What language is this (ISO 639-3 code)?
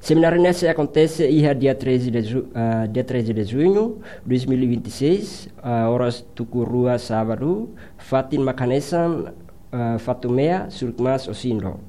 tet